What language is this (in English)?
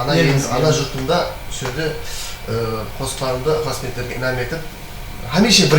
Kara-Kalpak